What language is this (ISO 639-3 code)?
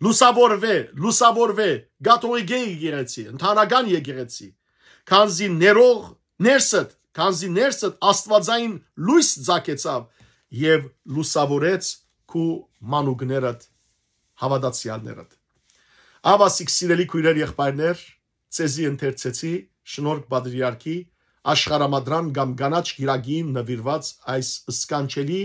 hyw